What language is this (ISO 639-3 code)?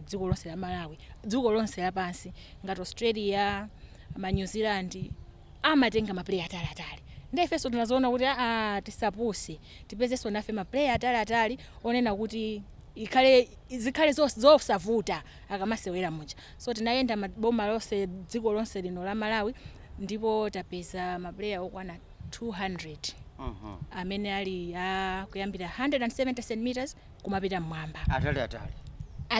nya